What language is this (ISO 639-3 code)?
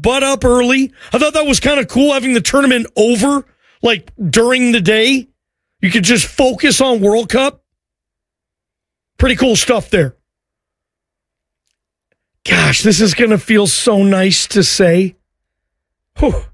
eng